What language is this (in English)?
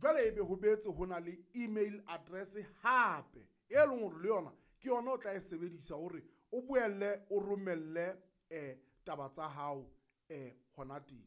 Southern Sotho